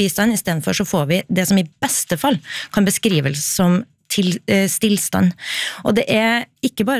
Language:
Norwegian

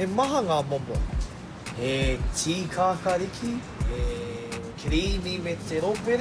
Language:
Māori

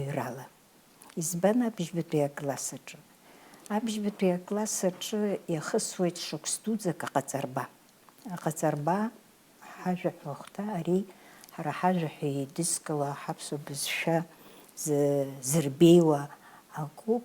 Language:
Abkhazian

